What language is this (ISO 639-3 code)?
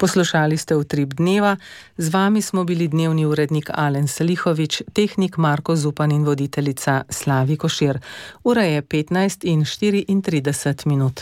slv